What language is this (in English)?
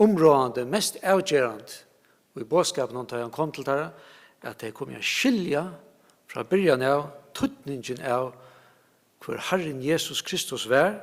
Faroese